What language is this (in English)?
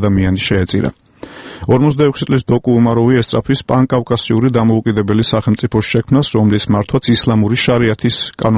Georgian